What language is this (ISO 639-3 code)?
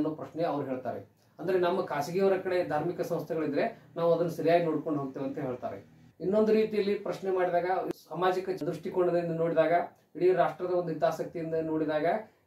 kan